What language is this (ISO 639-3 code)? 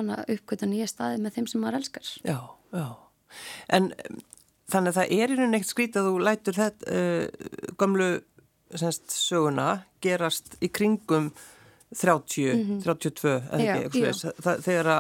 isl